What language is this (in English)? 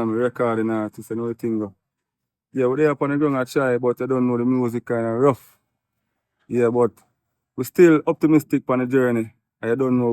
Jamaican Creole English